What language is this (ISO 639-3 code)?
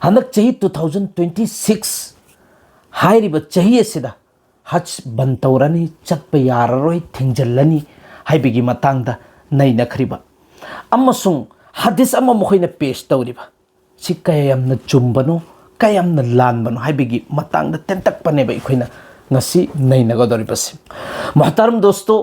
mni